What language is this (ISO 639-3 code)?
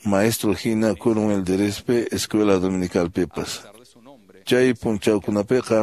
que